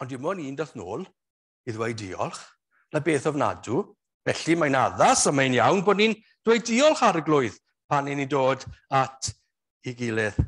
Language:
Welsh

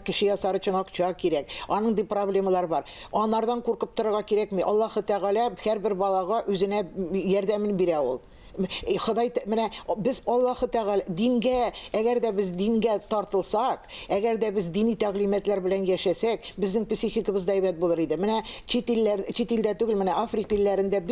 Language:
Tatar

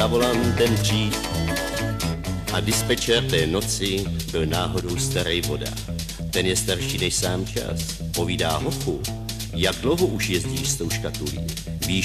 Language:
Czech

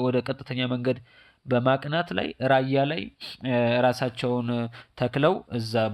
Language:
Amharic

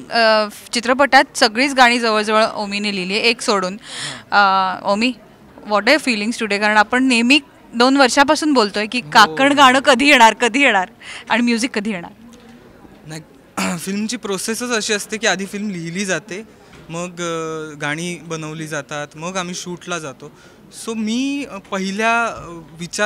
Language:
Marathi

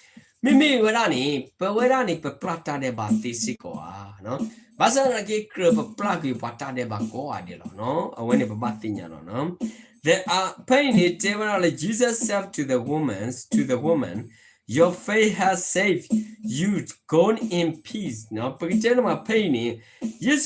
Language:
S'gaw Karen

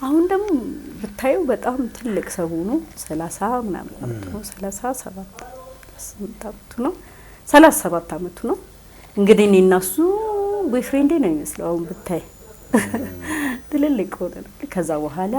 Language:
Amharic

